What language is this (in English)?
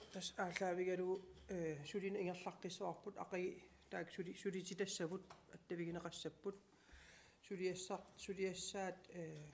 Kalaallisut